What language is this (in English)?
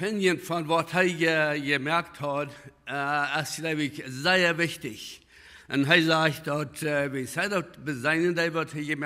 Plautdietsch